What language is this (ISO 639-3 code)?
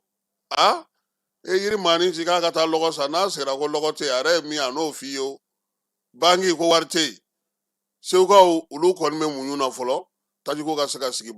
bam